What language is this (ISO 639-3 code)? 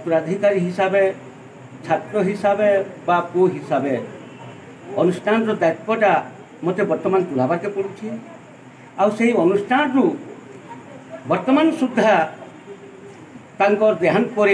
spv